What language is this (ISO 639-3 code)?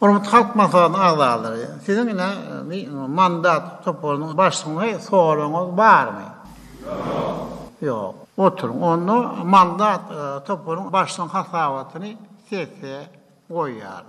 tuk